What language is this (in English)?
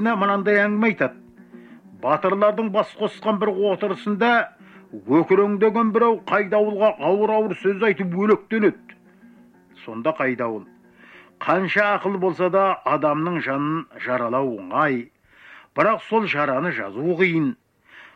Kazakh